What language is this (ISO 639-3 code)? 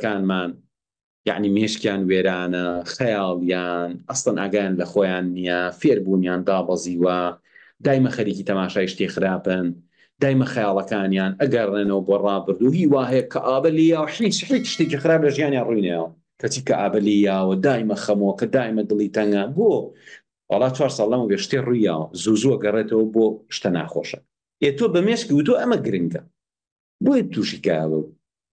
ckb